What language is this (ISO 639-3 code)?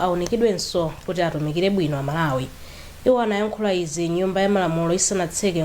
nya